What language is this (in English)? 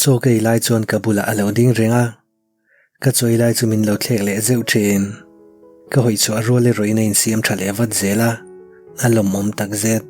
Mizo